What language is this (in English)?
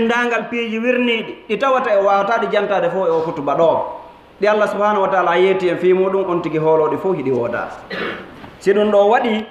Fula